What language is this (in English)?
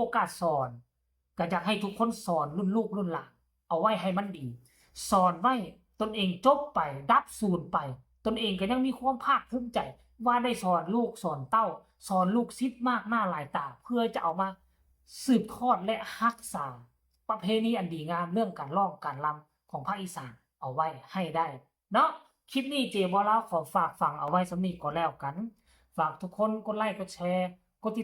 Northeastern Thai